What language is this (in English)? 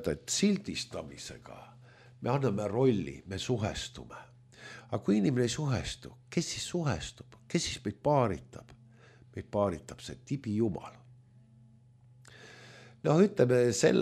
Estonian